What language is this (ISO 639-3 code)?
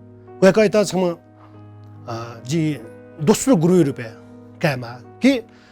new